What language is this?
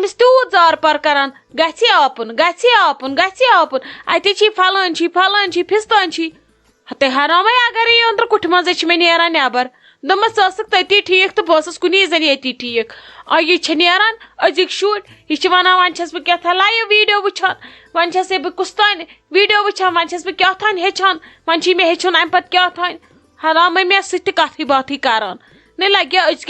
Kashmiri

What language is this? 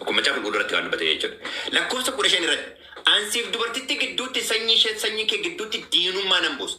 Oromo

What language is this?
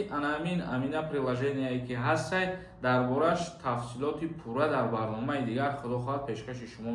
Tajik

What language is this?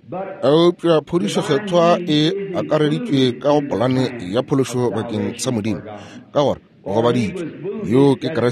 Northern Sotho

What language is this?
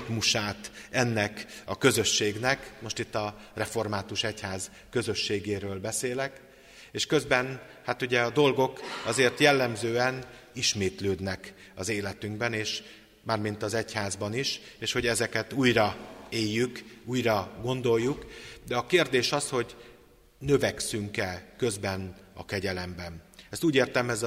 Hungarian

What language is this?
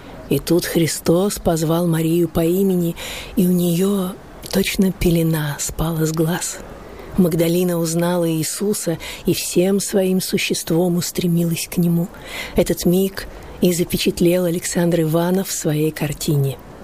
Russian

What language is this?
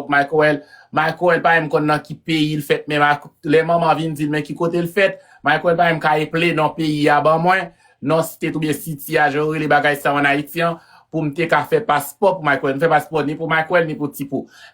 Haitian Creole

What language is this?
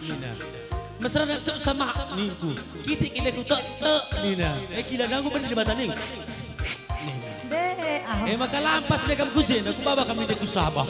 Batak Karo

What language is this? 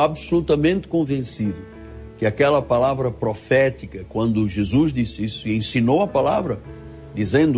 Portuguese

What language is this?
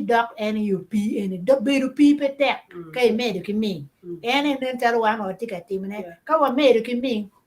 Acoli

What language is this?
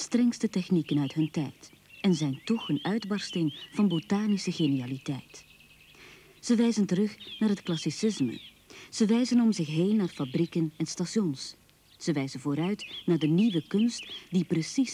Dutch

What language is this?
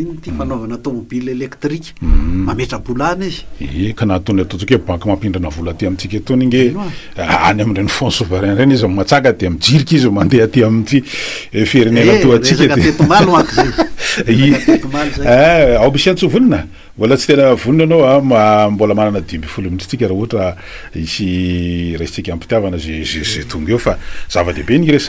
Malagasy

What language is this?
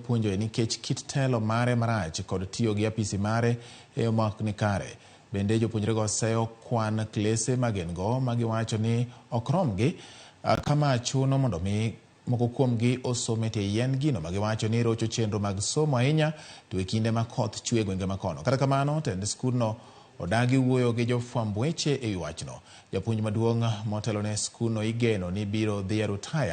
Luo (Kenya and Tanzania)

